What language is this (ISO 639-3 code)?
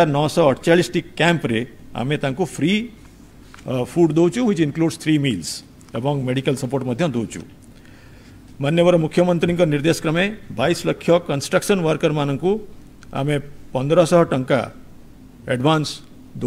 ori